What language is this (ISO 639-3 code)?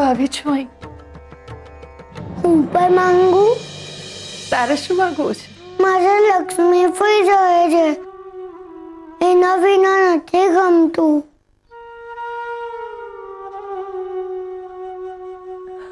guj